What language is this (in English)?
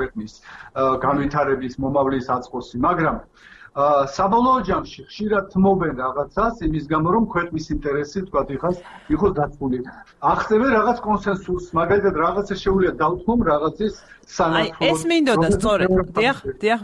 Georgian